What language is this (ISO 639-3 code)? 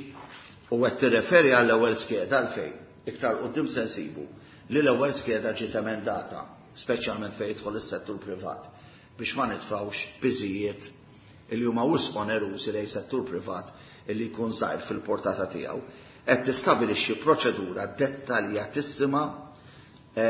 mlt